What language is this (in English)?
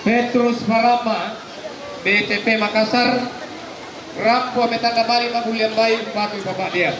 Toraja-Sa'dan